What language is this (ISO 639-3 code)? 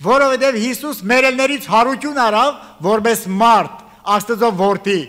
hye